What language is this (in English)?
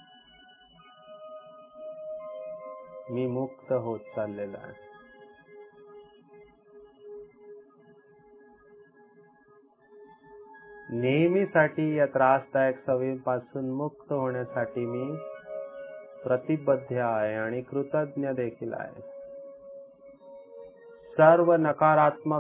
Marathi